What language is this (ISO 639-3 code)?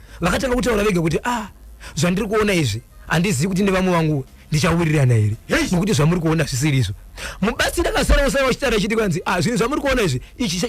sna